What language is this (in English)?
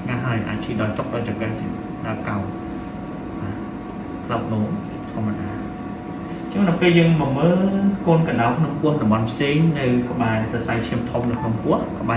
Khmer